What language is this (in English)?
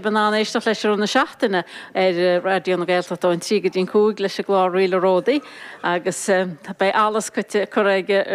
Irish